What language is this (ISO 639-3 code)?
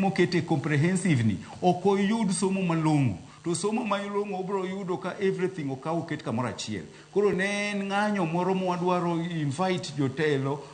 luo